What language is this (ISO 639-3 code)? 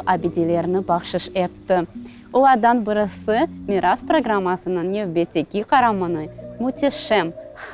crh